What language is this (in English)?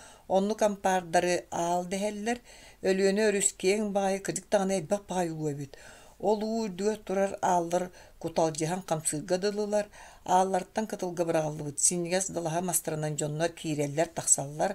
Yakut